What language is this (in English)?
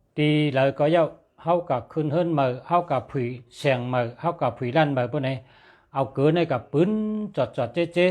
Shan